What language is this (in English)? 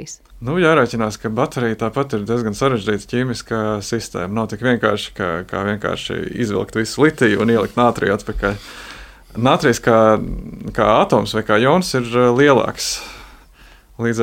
Latvian